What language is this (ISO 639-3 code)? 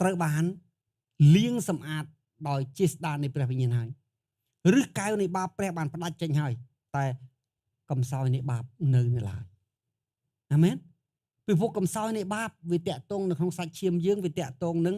khm